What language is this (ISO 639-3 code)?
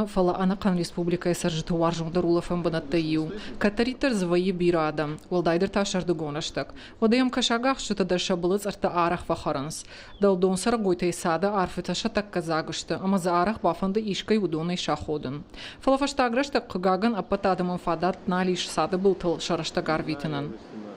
oss